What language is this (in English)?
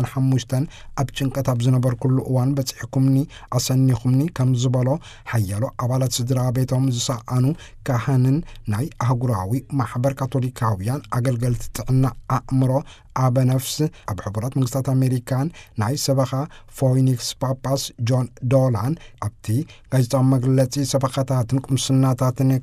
Tigrinya